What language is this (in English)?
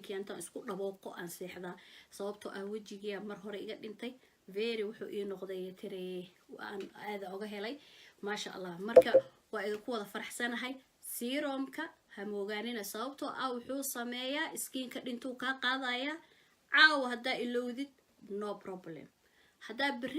Somali